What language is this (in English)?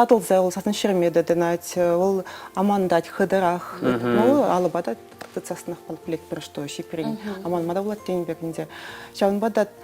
Chuvash